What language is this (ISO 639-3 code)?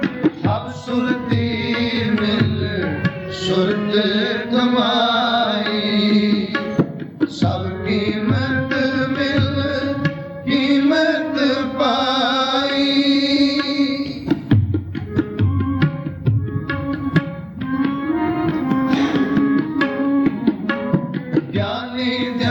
pan